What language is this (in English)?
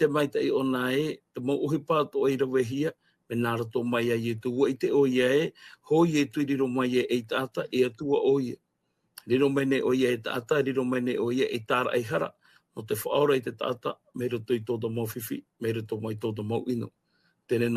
Tahitian